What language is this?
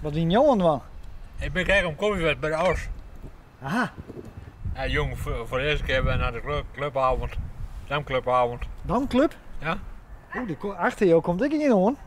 Western Frisian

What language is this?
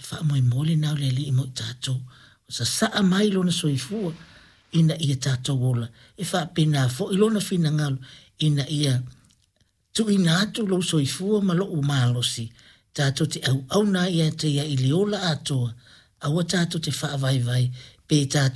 Samoan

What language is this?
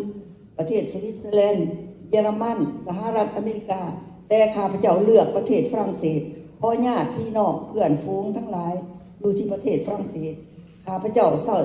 Lao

